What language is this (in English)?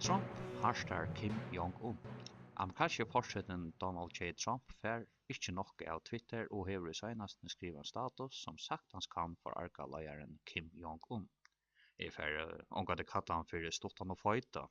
Faroese